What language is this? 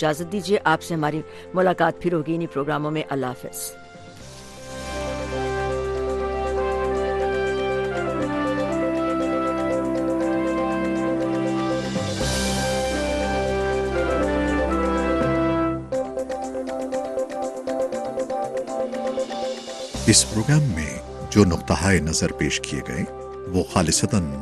Urdu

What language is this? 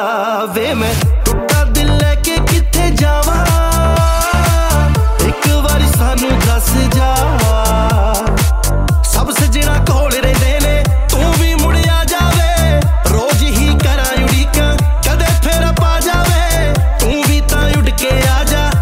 Punjabi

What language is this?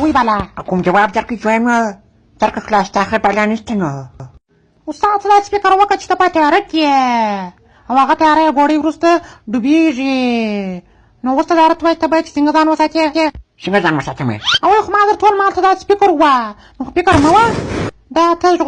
Pashto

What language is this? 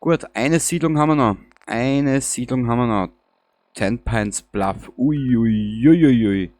Bavarian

